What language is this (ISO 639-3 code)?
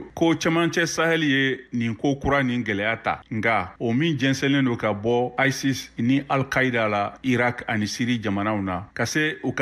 bam